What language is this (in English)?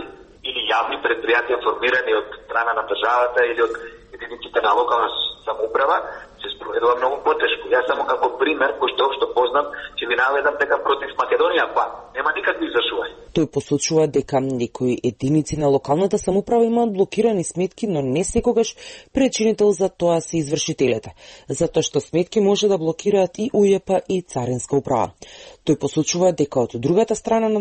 Macedonian